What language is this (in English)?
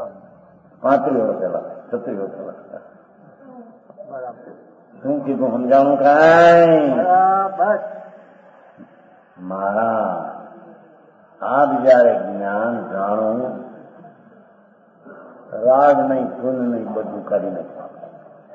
Gujarati